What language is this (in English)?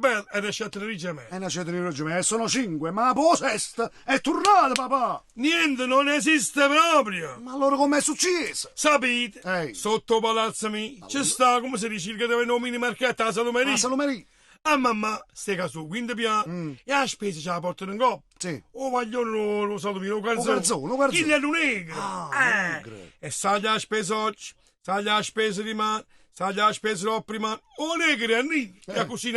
Neapolitan